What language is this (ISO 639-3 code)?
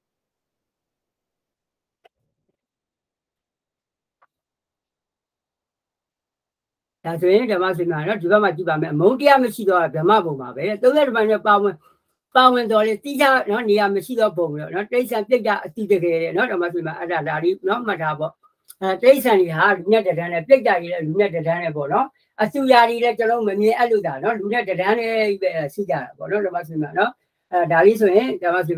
mya